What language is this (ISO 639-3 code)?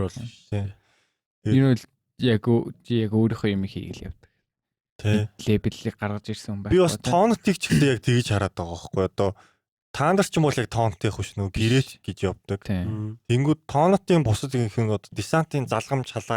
mon